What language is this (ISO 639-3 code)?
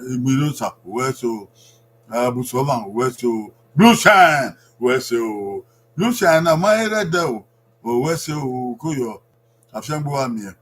bin